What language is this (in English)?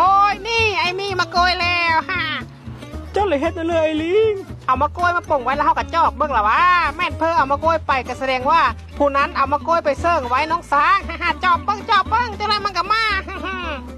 Lao